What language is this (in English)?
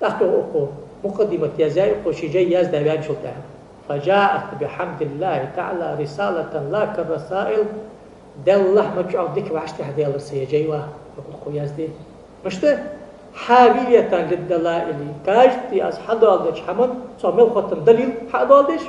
Ingush